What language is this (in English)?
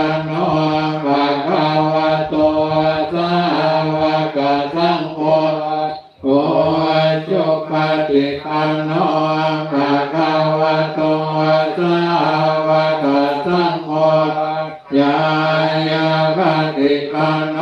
Pali